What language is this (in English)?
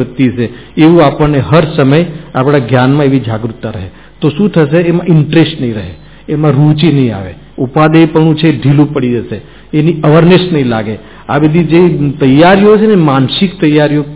Gujarati